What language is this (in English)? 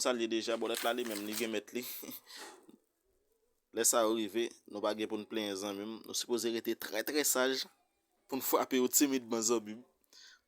Haitian Creole